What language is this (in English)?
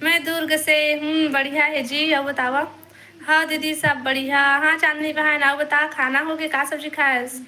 Chhattisgarhi